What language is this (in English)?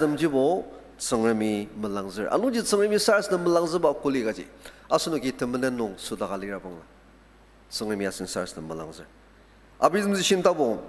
Ao Naga